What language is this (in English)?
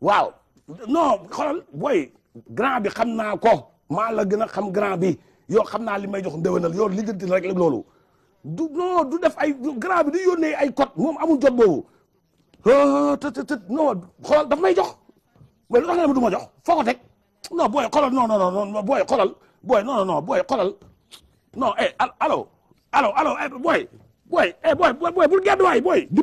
Wolof